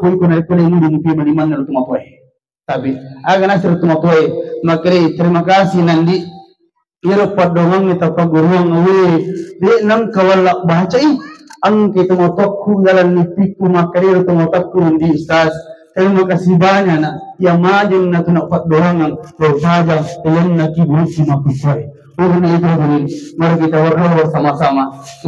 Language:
Buginese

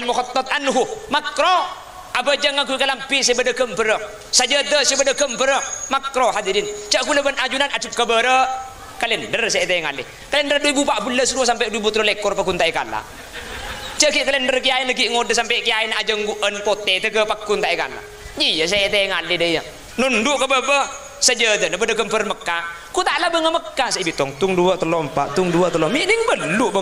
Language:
Madurese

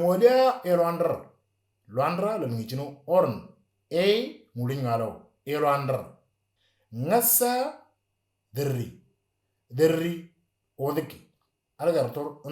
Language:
Moro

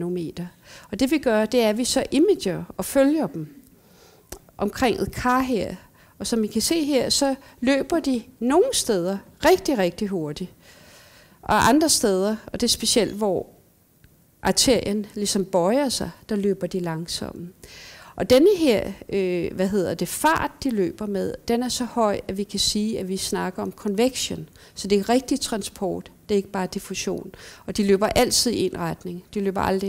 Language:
Danish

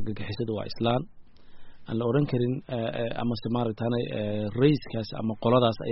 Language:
Somali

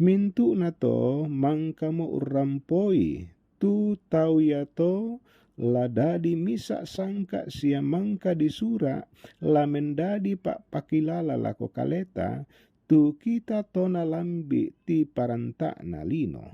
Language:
Toraja-Sa'dan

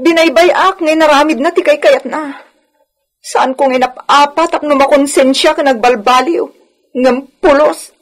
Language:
Iloko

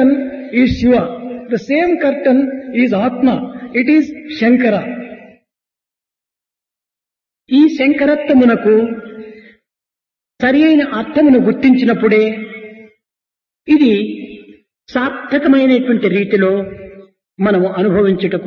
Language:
Telugu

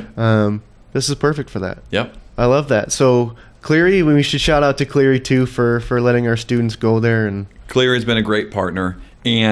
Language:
English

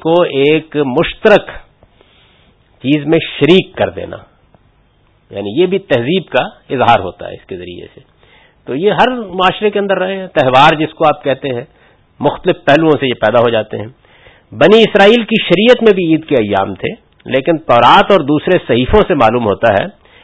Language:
Urdu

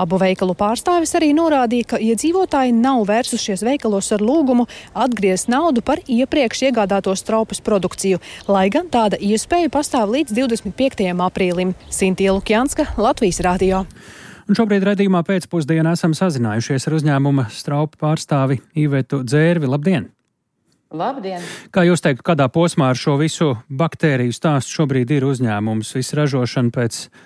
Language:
Latvian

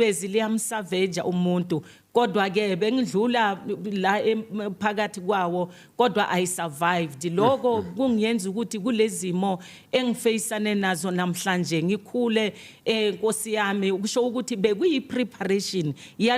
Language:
Zulu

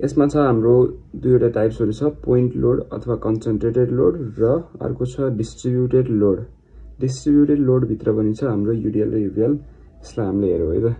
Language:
Nepali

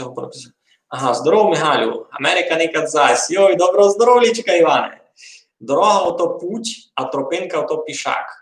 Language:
Rusyn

